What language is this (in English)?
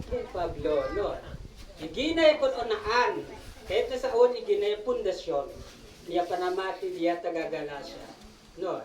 Isnag